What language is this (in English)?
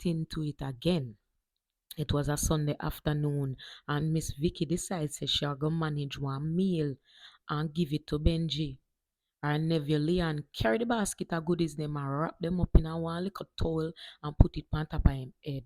Jamaican Creole English